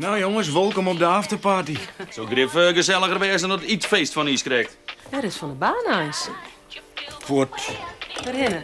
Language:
Western Frisian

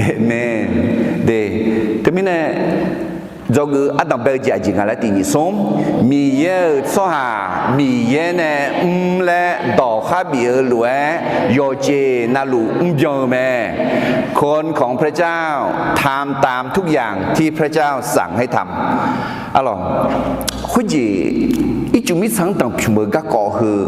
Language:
Akha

